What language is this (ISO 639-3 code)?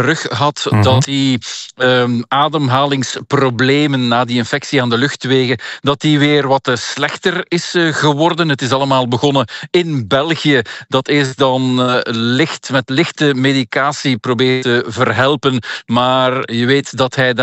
nld